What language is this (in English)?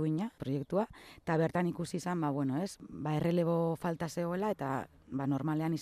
Basque